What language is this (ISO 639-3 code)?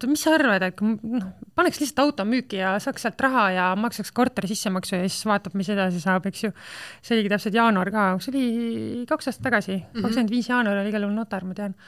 est